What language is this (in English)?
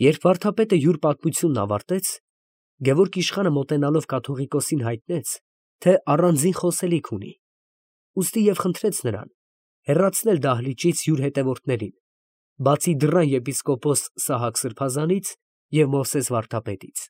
Armenian